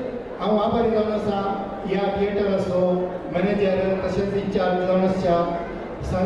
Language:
Konkani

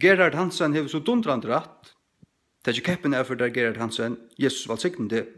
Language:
Faroese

